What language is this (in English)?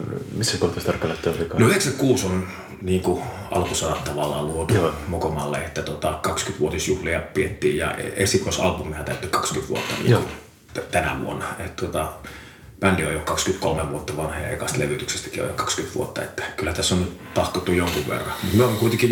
Finnish